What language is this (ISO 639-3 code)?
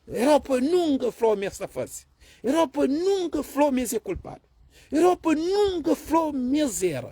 kea